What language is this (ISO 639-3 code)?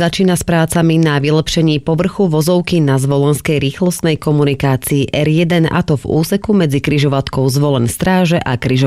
slk